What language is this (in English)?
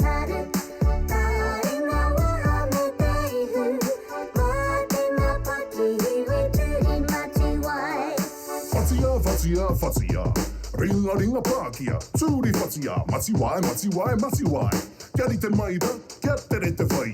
Māori